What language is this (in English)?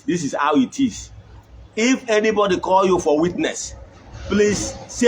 Igbo